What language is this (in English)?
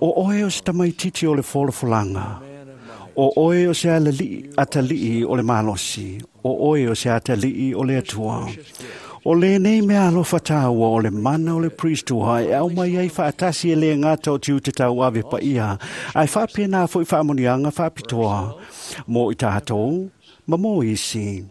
Samoan